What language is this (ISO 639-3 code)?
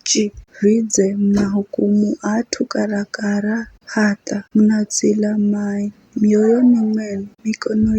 nyf